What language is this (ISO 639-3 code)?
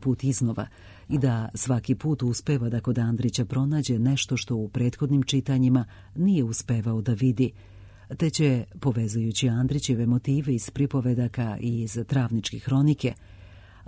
srp